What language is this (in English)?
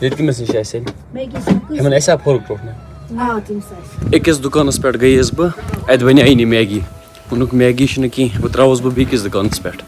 Kashmiri